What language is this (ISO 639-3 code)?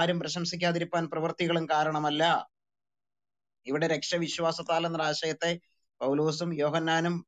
mal